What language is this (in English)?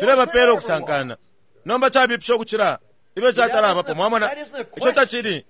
Bemba